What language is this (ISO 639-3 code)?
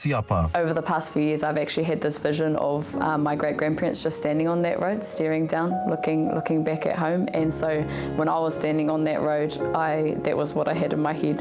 mri